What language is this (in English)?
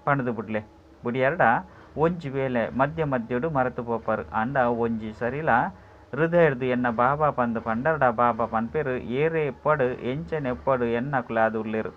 Tulu